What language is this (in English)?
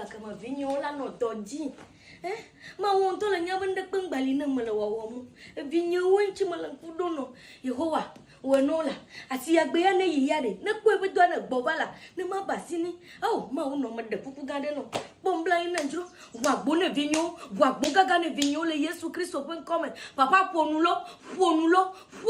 Ewe